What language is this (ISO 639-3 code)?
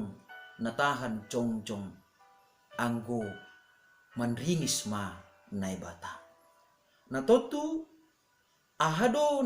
bts